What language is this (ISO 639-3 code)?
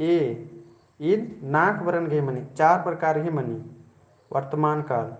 kru